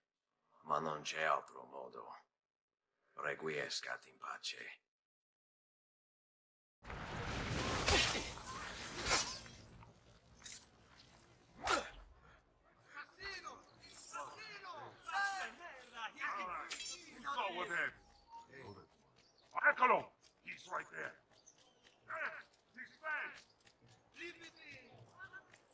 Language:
English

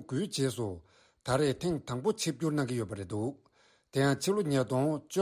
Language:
Tibetan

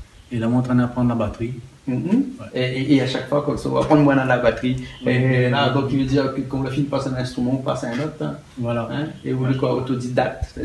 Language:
Réunion Creole French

